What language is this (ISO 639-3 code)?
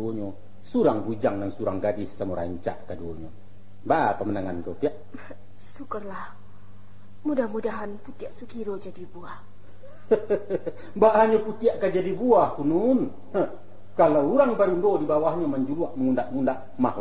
min